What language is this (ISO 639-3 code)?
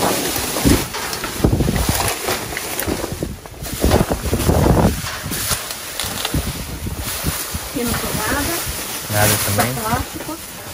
por